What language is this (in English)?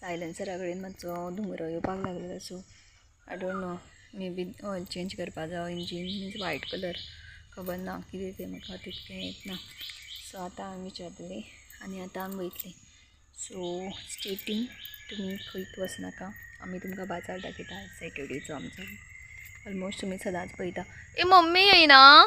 Konkani